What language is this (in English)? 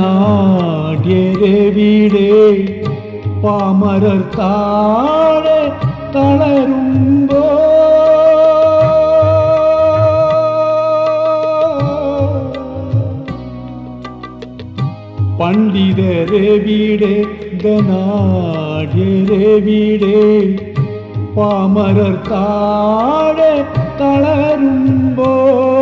Malayalam